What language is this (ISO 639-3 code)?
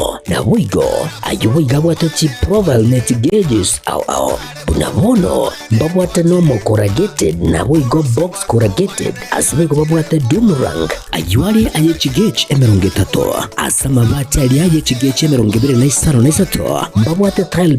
guz